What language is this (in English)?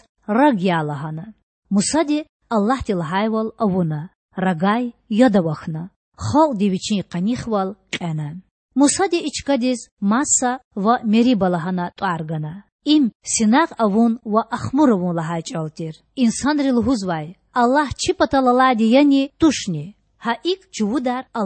Lezghian